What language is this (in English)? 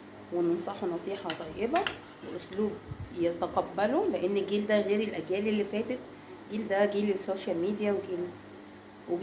Egyptian Arabic